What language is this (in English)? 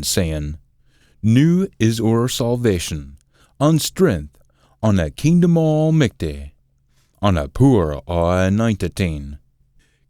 Scots